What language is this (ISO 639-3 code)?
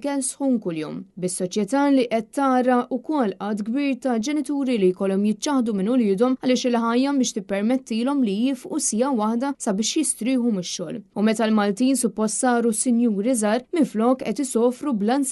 mlt